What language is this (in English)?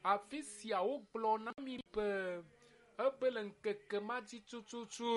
Ewe